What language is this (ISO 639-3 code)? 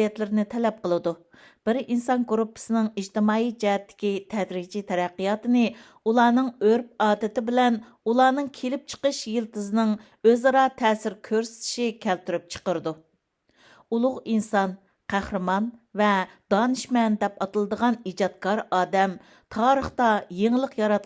uig